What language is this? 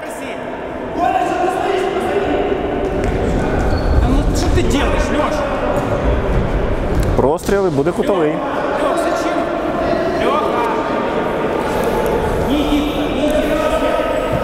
Ukrainian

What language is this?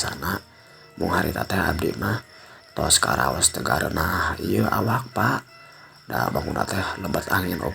Sundanese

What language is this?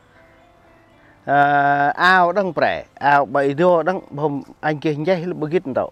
Central Mnong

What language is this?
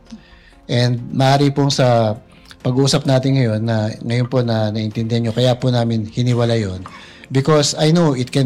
Filipino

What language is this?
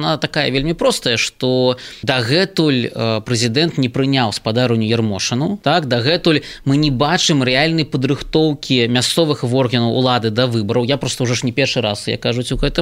Belarusian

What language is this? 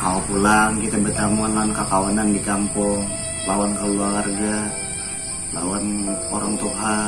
Banjar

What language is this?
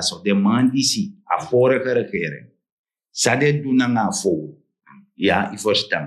Sranan Tongo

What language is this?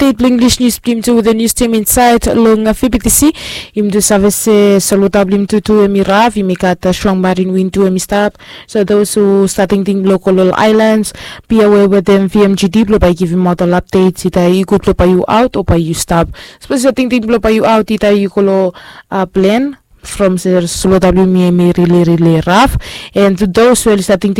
Bislama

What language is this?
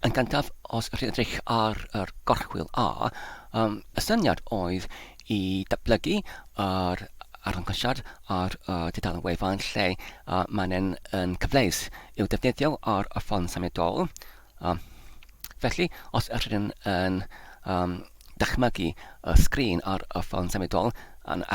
Welsh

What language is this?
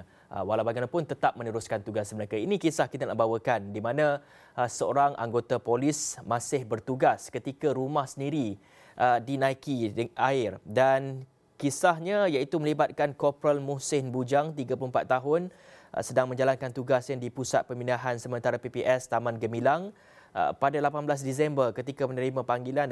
Malay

